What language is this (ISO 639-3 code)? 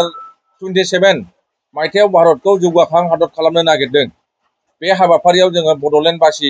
brx